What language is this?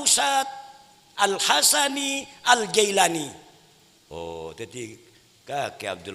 Madurese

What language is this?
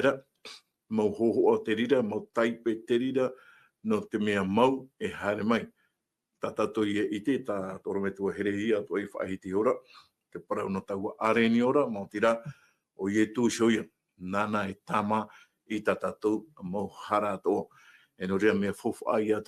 Tahitian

